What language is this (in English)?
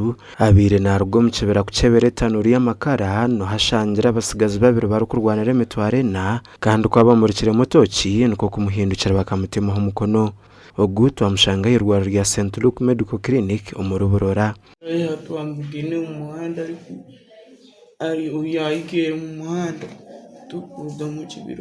Nyankole